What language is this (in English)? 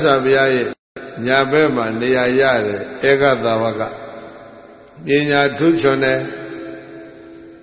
Burmese